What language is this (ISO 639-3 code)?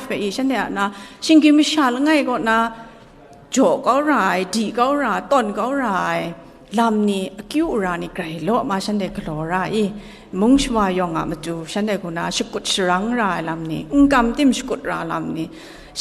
kac